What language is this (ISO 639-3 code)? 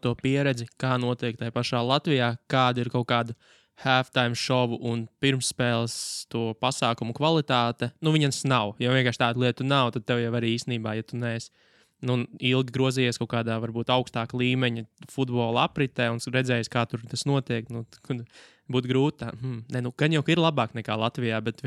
lav